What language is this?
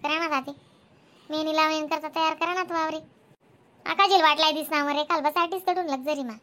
Khandesi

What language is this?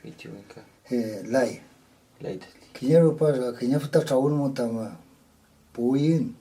Mapuche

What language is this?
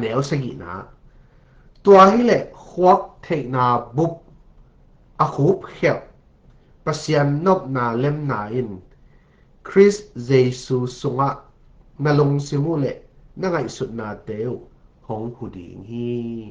Tedim Chin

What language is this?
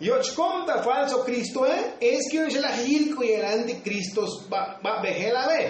Tzotzil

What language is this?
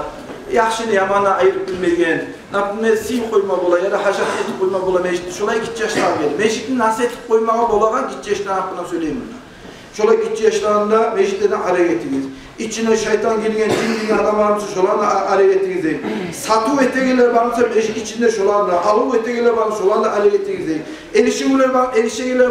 Kumyk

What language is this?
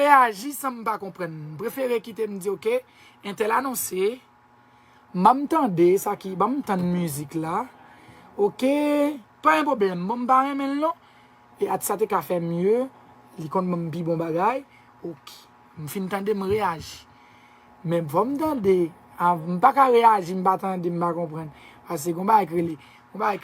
Haitian Creole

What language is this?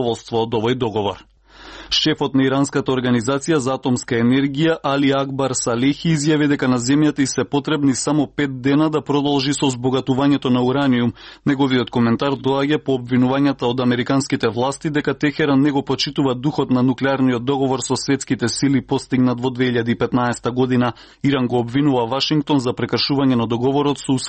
Macedonian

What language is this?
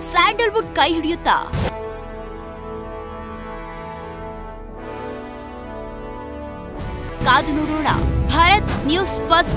Kannada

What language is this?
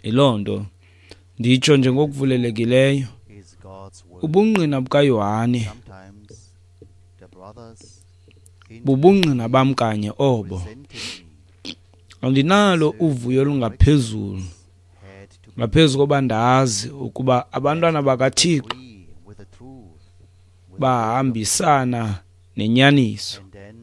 Xhosa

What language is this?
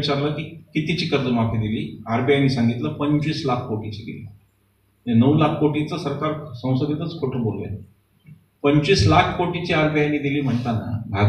Marathi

